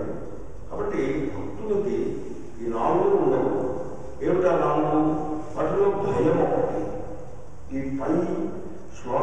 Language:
Telugu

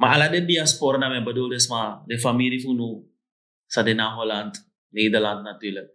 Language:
Sranan Tongo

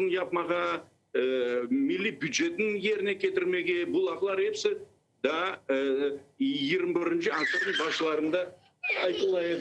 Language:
Crimean Tatar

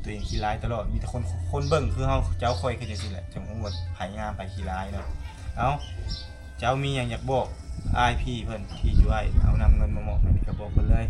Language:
Lao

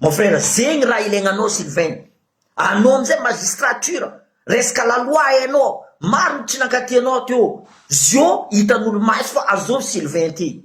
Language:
Malagasy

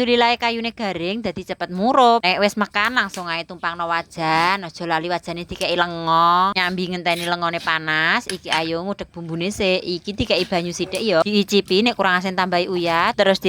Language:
Javanese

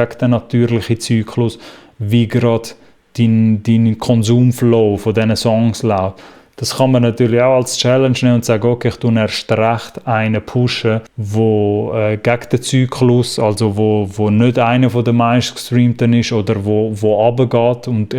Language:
Swiss German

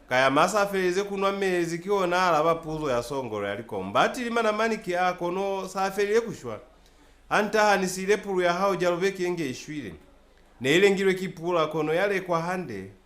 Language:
Lozi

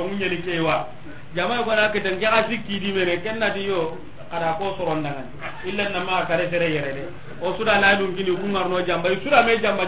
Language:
Soninke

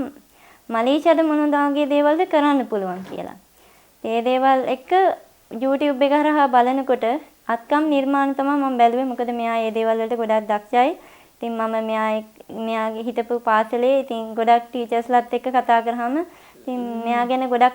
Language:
Sinhala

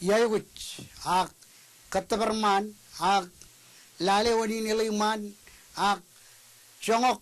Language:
Marshallese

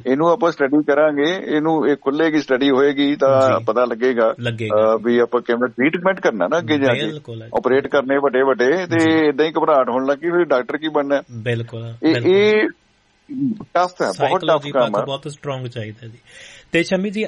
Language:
Punjabi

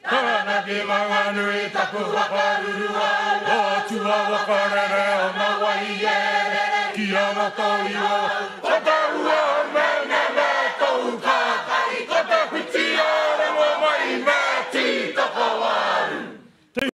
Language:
Māori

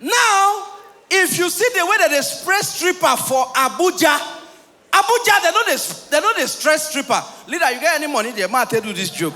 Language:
Nigerian Pidgin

